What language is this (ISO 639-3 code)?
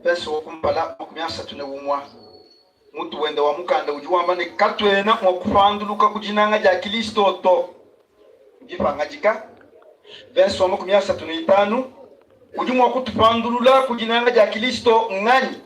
lua